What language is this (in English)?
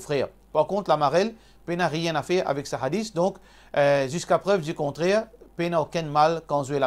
Morisyen